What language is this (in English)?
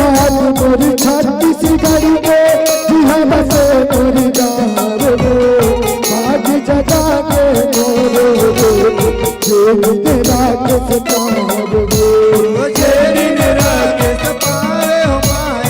Chhattisgarhi